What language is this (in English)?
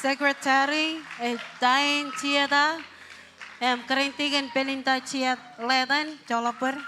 Marshallese